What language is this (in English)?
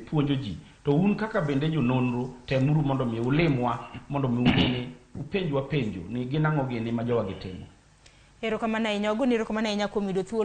Luo (Kenya and Tanzania)